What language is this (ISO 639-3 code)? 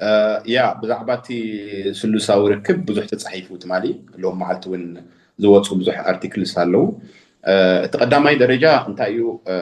tir